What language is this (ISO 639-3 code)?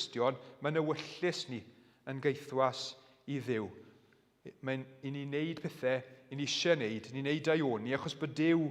cym